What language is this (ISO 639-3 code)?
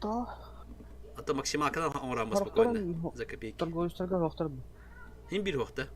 sah